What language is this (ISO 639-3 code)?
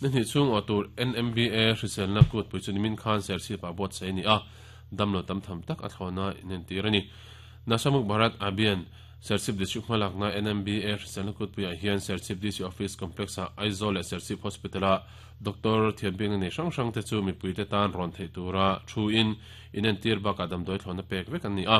lus